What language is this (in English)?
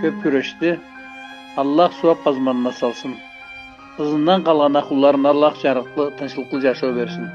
Karachay-Balkar